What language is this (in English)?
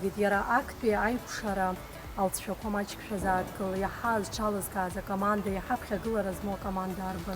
Abkhazian